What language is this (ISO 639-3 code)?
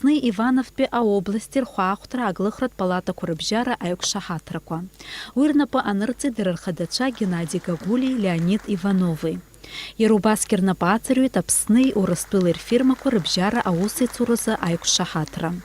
abk